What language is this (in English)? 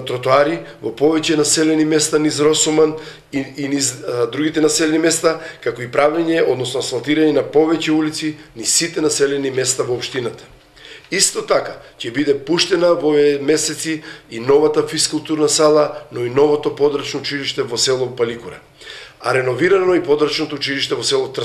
Macedonian